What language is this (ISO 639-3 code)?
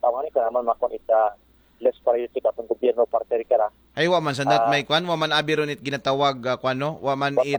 akl